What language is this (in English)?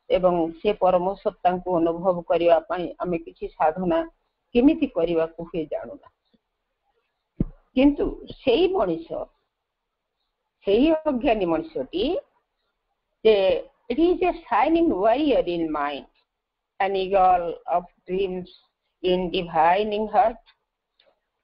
Odia